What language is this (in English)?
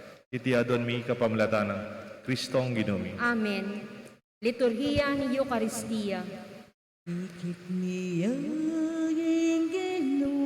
Pampanga